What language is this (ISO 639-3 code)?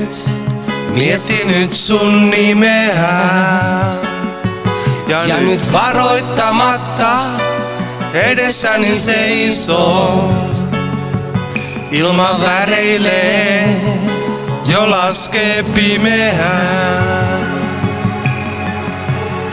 fin